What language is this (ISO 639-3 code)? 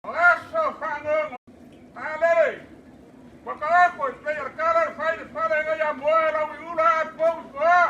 smo